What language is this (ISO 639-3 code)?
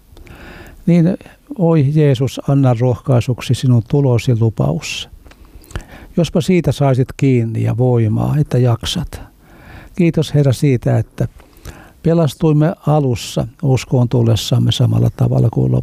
fin